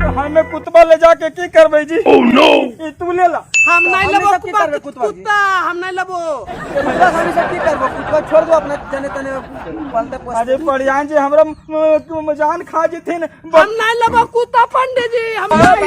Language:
Magahi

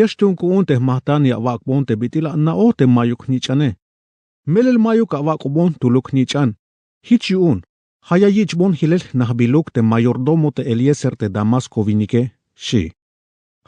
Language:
Tzeltal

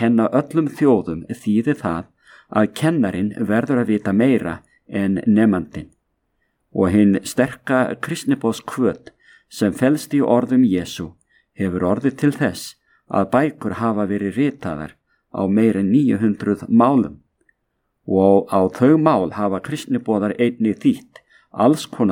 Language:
Icelandic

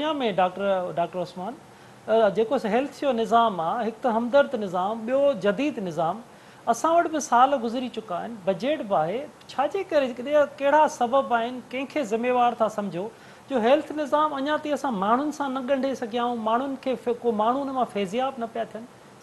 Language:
Sindhi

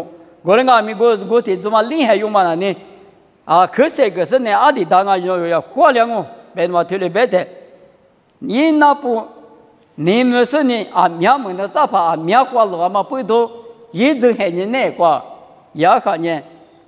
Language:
Lisu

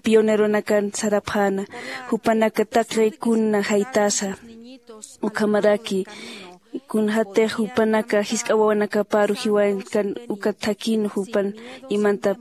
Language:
Aymara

